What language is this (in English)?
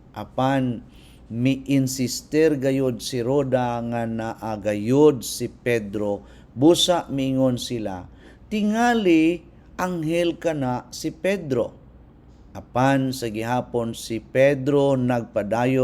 Cebuano